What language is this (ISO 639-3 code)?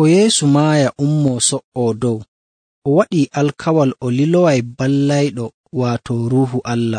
fuv